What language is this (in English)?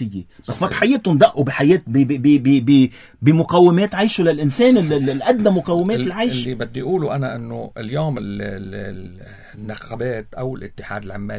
North Levantine Arabic